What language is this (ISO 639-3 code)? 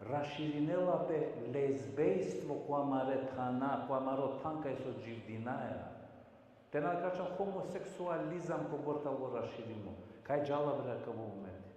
rmn